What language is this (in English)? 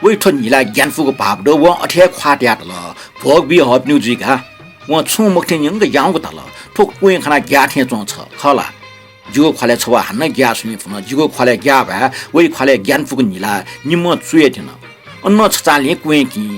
Newari